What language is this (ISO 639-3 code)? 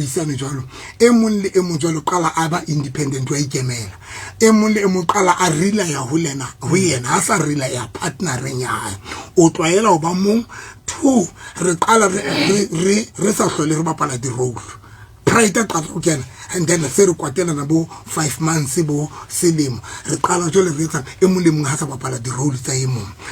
sot